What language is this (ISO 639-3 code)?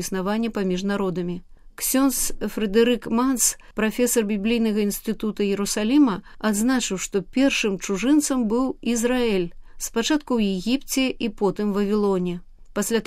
bel